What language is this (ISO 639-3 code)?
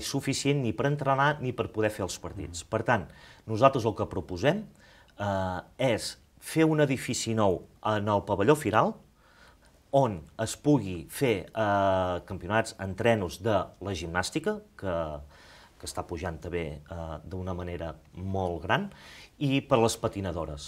cat